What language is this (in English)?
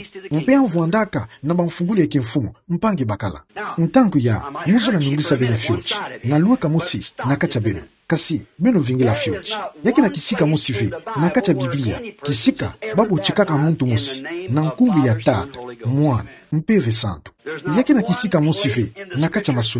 Kituba (Democratic Republic of Congo)